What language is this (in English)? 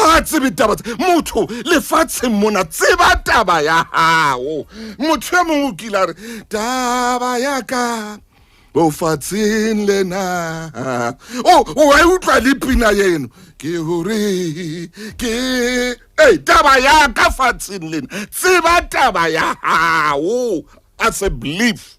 Southern Sotho